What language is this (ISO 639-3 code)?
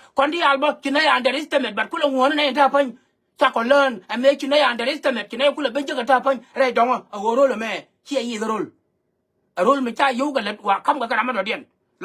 nus